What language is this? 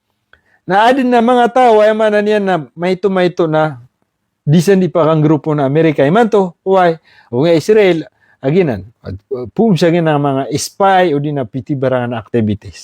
Maranao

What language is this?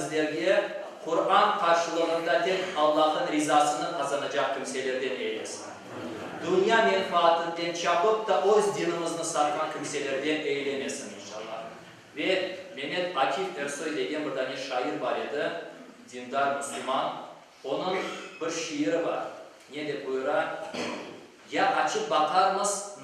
Crimean Tatar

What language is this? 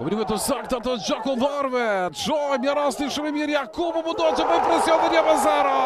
Albanian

